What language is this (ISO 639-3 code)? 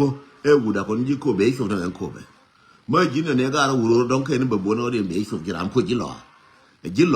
nus